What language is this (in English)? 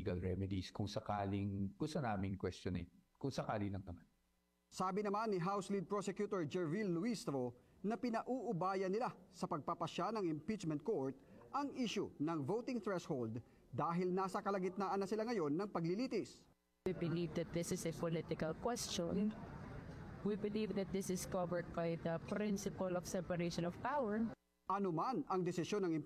Filipino